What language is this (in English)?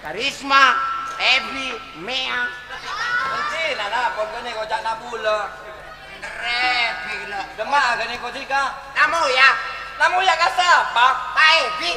Madurese